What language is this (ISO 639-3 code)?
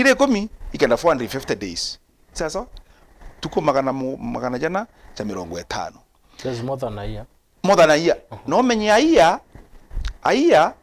mer